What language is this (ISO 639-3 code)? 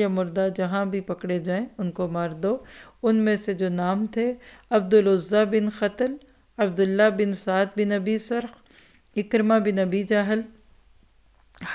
urd